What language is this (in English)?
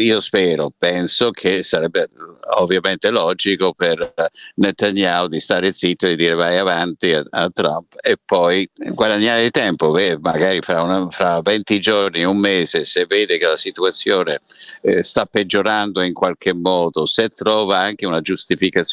Italian